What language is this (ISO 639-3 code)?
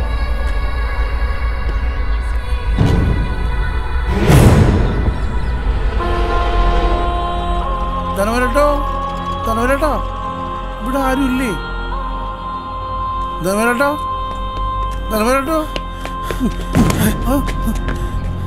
mal